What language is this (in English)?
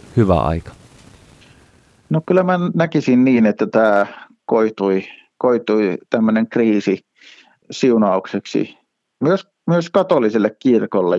Finnish